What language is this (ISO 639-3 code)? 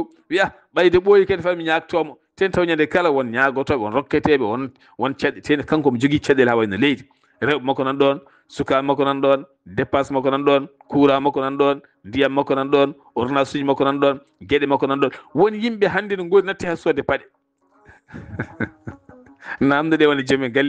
ful